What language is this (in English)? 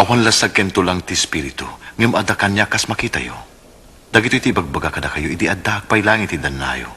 Iloko